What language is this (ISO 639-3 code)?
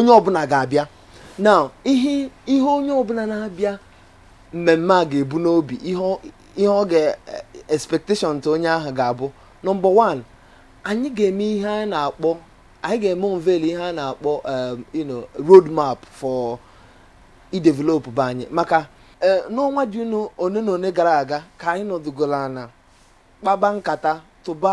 ibo